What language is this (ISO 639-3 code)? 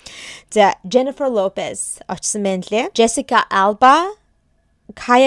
mon